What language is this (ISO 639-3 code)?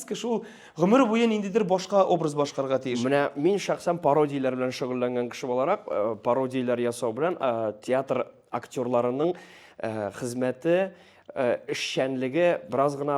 tat